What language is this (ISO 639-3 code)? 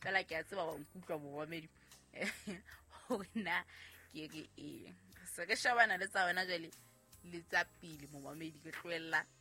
sot